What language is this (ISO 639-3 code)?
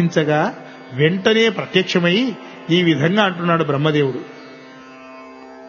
tel